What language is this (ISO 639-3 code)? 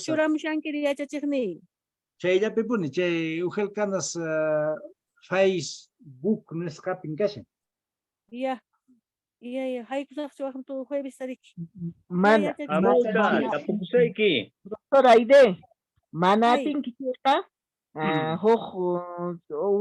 que